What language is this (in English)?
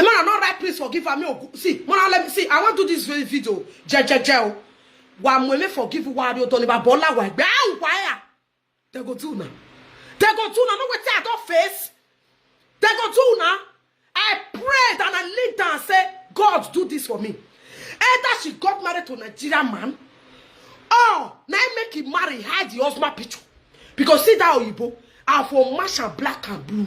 Nigerian Pidgin